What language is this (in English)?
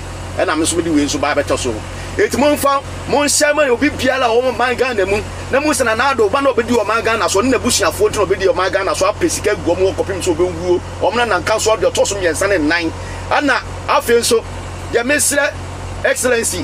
Akan